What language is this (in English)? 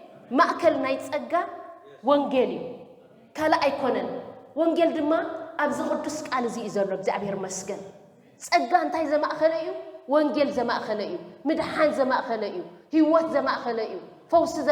Tigrinya